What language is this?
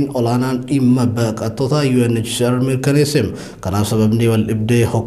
Oromo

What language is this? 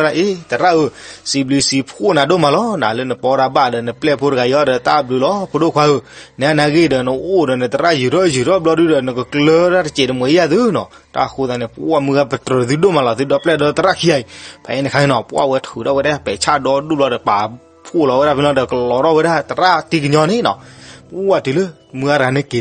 S'gaw Karen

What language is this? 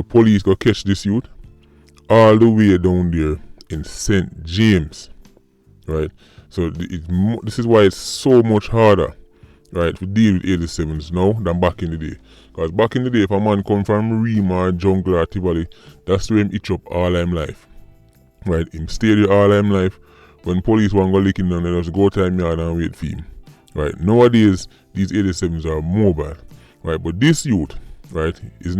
Jamaican Creole English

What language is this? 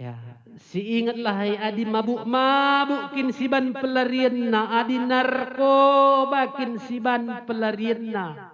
Batak Karo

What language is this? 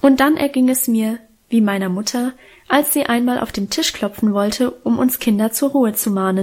German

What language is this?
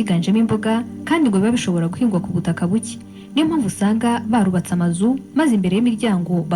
Kinyarwanda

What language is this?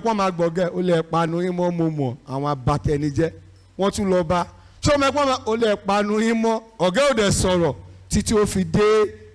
Yoruba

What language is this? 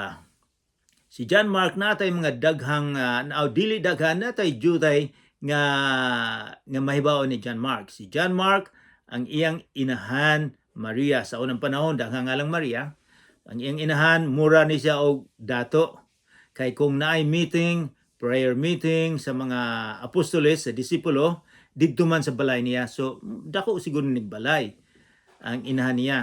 Cebuano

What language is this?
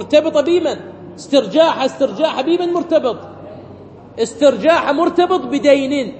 Arabic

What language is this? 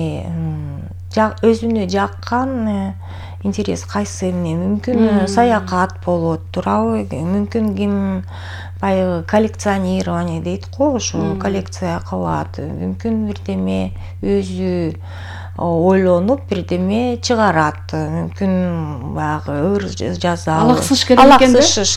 Kyrgyz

